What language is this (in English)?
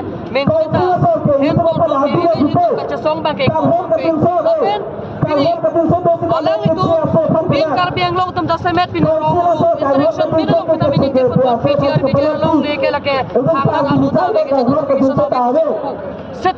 Karbi